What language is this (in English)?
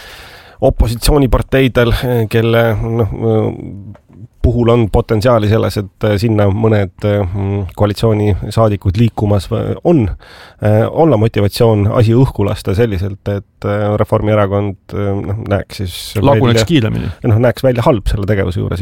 Estonian